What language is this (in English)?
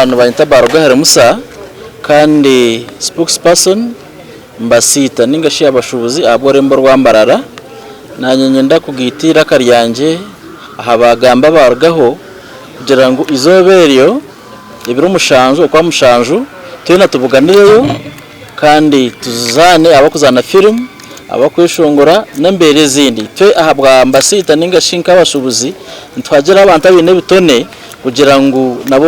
Nyankole